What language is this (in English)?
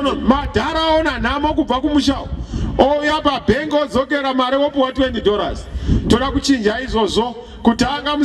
Shona